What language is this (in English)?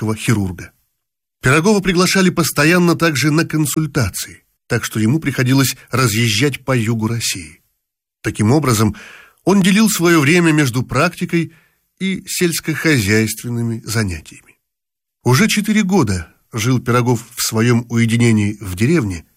Russian